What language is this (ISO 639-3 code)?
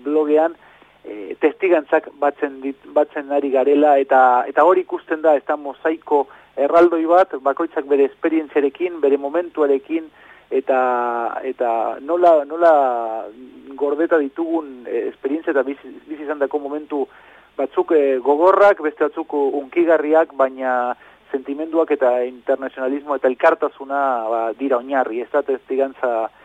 eus